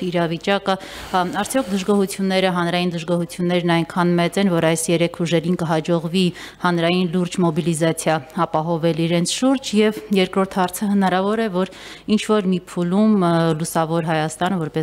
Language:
Armenian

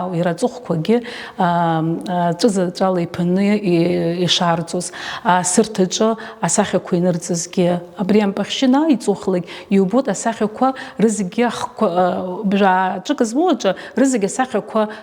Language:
Abkhazian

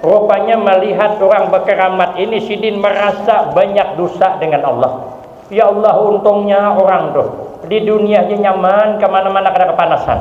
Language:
Banjar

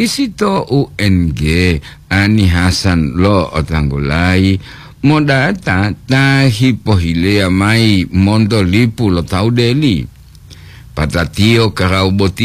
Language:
Gorontalo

